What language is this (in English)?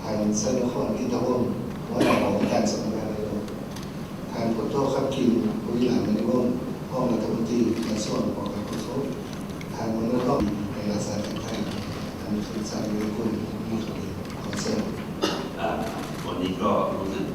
Lao